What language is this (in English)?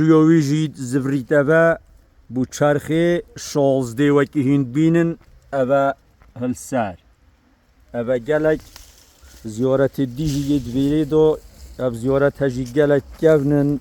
Kurdish